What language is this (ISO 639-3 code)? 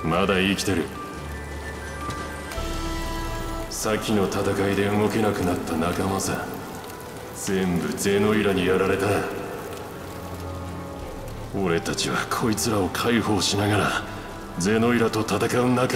jpn